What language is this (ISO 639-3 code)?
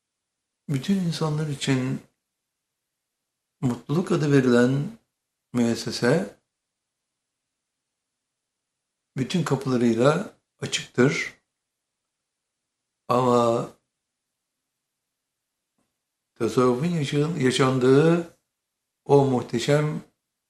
tur